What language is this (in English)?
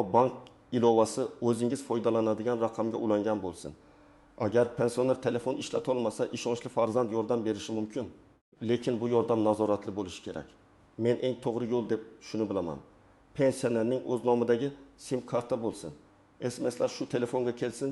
Uzbek